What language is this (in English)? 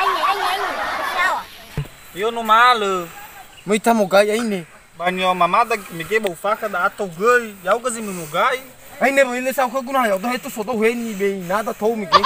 Nias